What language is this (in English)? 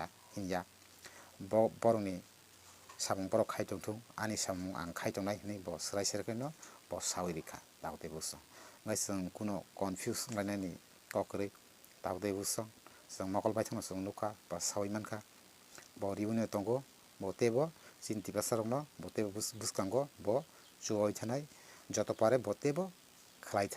Kok Borok